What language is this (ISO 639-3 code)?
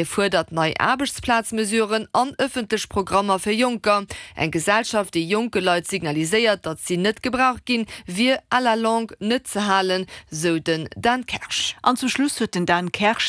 ltz